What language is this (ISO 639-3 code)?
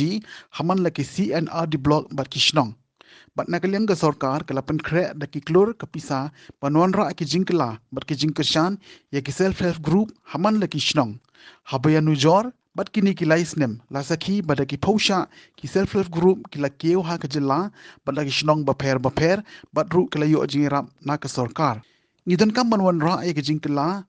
kha